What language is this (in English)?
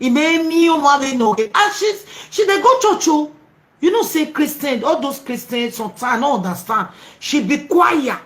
Nigerian Pidgin